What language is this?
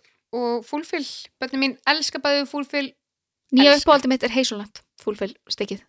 Icelandic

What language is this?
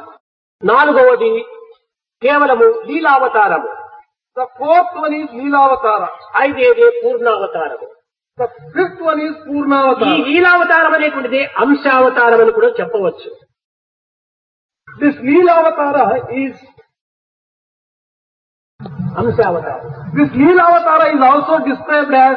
Telugu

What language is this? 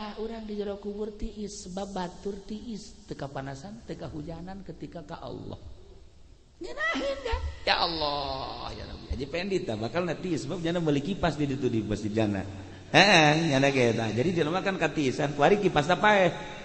Sundanese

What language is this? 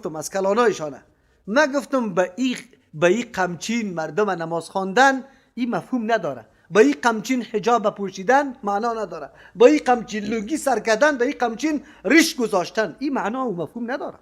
Persian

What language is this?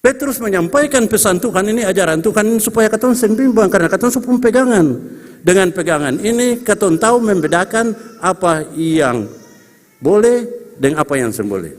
Ambonese Malay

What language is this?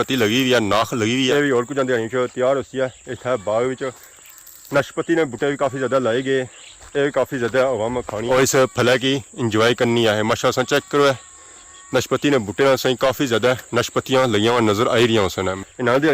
Pahari-Potwari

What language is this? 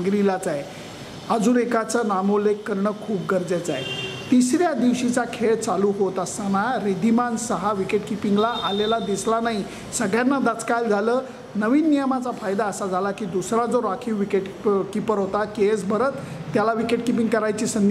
Marathi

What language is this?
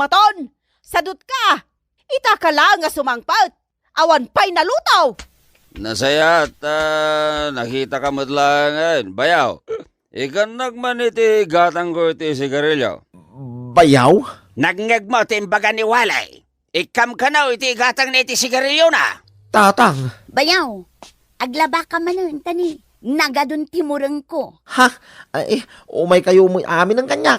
Iloko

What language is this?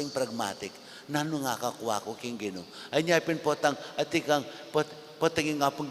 Pampanga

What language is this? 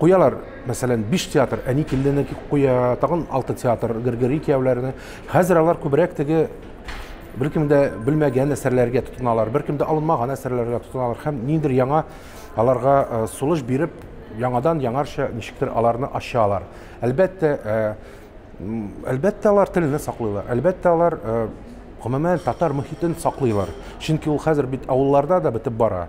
Tatar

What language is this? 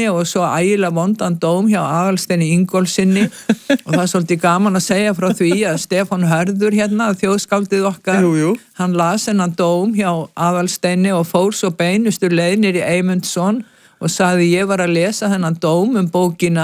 Icelandic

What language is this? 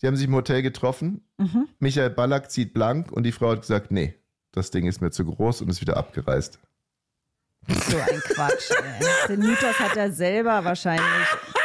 German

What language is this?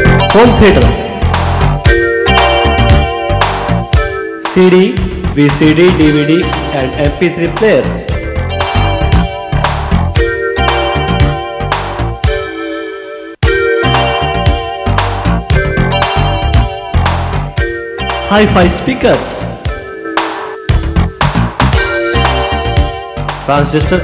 Punjabi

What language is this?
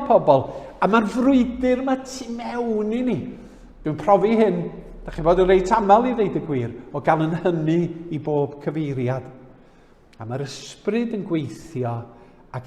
Welsh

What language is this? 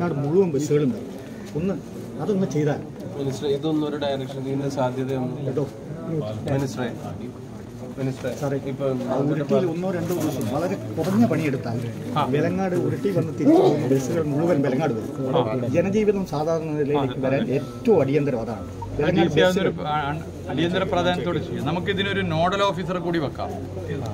Malayalam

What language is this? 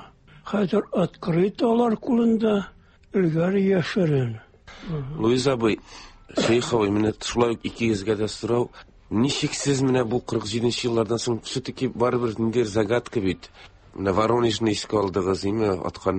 Tatar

